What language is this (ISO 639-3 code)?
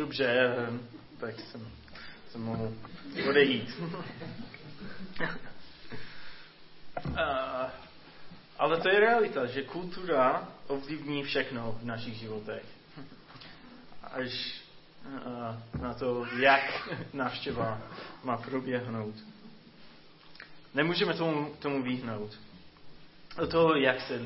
ces